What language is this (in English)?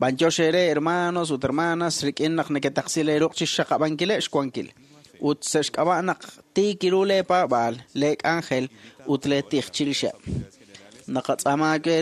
Kekchí